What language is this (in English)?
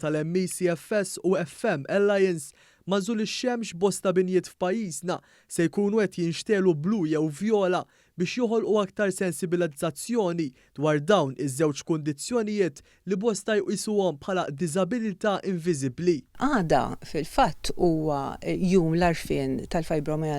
Maltese